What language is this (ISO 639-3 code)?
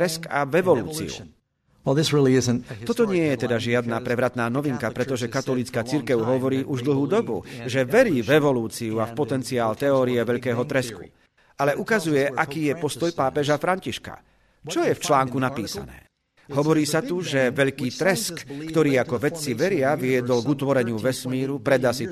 slk